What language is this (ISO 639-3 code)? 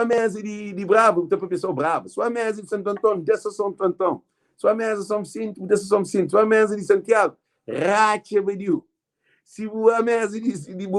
kea